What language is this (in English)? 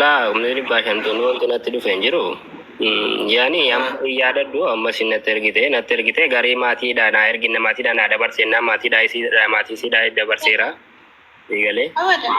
Oromo